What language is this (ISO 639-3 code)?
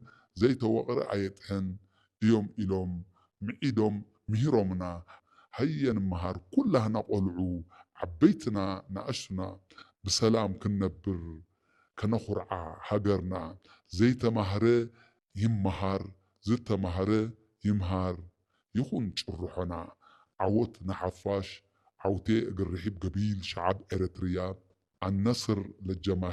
tir